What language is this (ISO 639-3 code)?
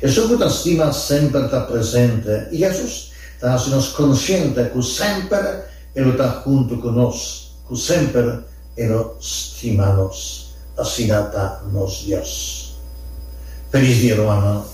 pap